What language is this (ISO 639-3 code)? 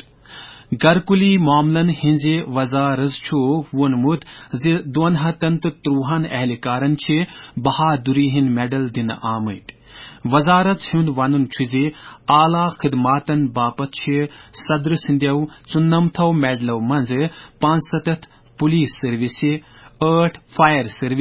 kas